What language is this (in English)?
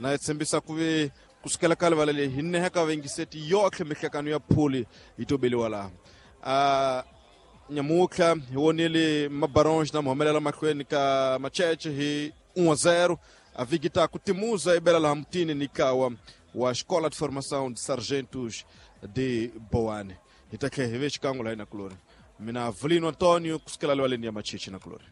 Tsonga